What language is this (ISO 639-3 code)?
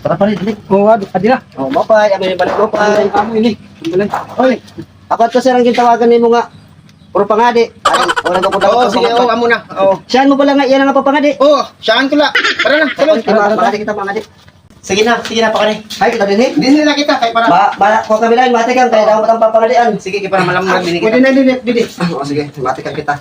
war